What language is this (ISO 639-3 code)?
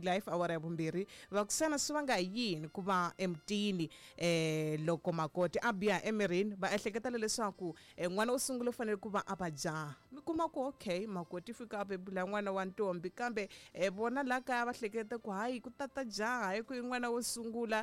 tso